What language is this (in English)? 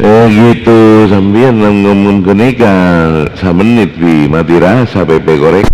Madurese